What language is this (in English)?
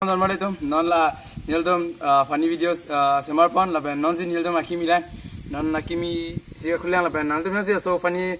Karbi